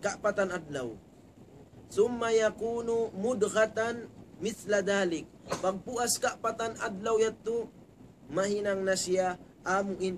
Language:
Tausug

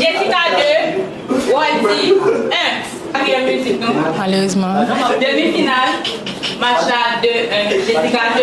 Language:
Haitian Creole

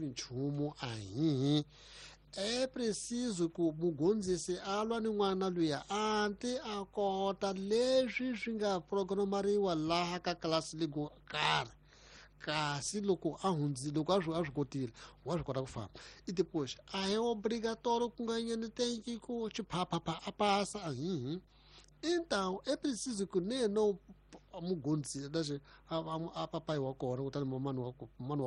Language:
Tsonga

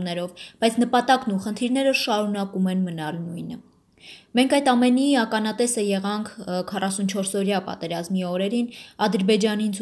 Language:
Armenian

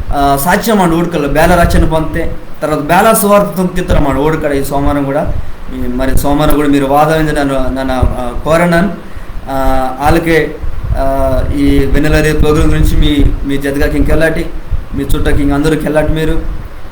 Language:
Koya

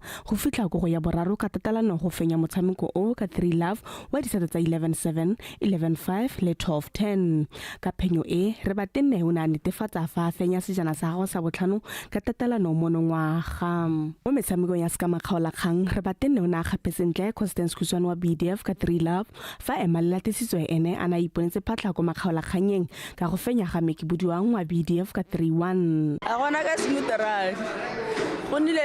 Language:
Tswana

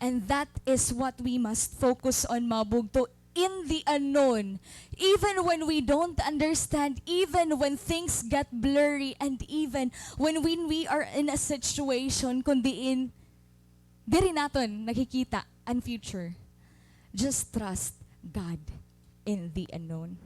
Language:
Waray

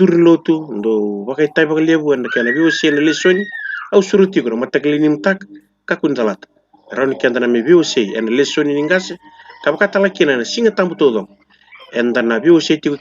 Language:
Fijian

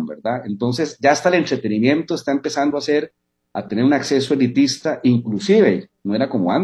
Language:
Spanish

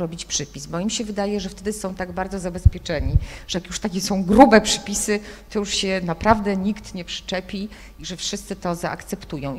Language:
Polish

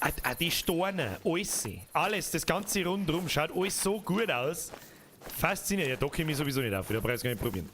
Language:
Bavarian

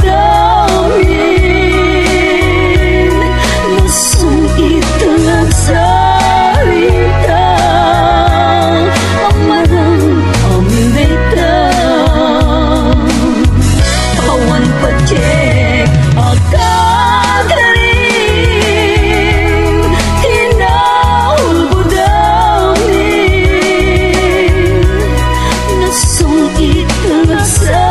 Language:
Iloko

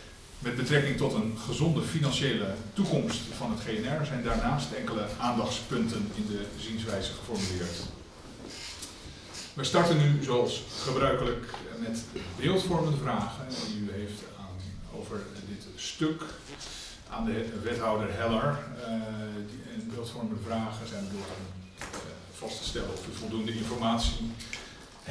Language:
Dutch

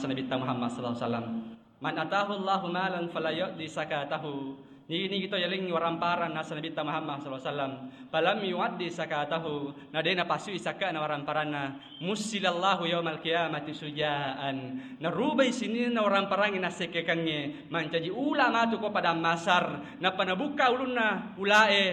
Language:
Buginese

